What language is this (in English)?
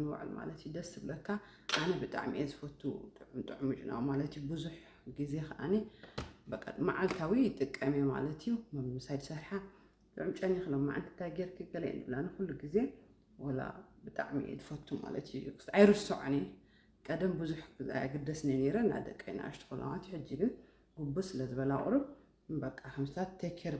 Tigrinya